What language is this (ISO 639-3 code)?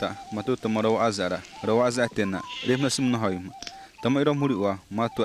xav